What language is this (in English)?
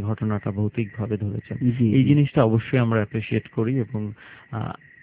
Bangla